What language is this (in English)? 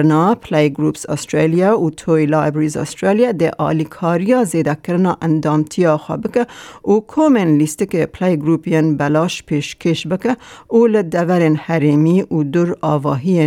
Kurdish